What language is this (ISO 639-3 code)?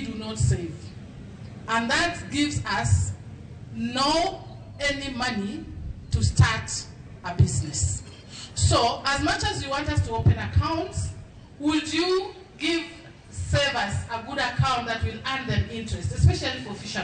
luo